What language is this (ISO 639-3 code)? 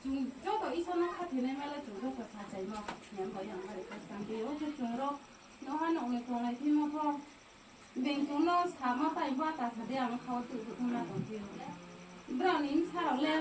ria